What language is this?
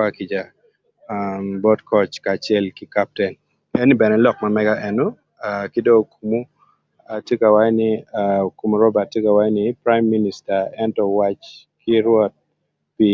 Acoli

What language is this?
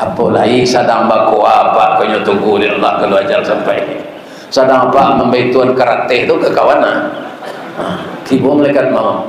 Minangkabau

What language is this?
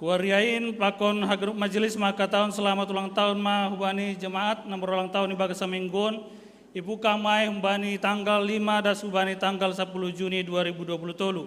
Batak Simalungun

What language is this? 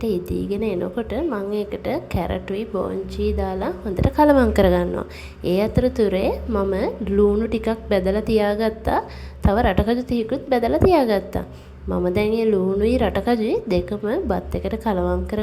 Sinhala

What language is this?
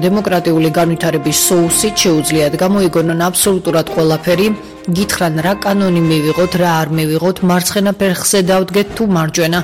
Georgian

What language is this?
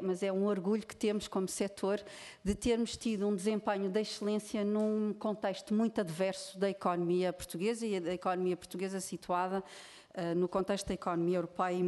Portuguese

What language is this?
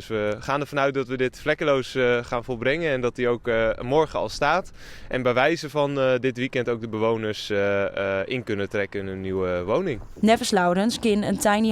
Western Frisian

